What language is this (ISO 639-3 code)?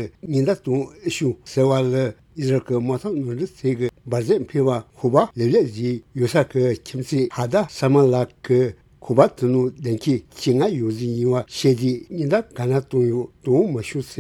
lav